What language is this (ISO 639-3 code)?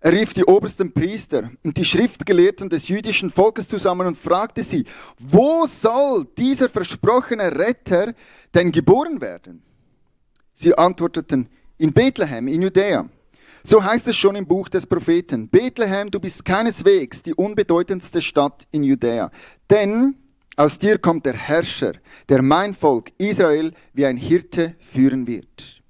gsw